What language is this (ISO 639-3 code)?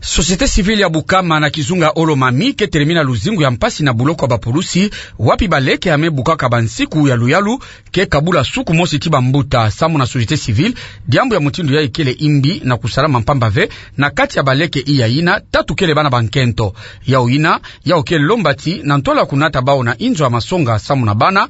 ktu